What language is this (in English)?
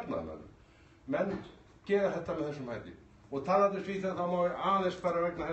Icelandic